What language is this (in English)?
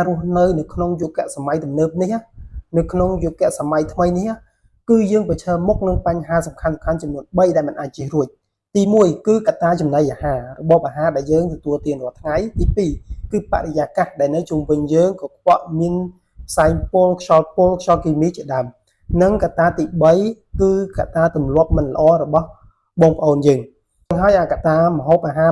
Khmer